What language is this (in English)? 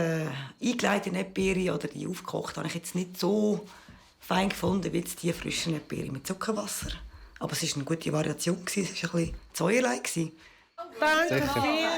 Swiss German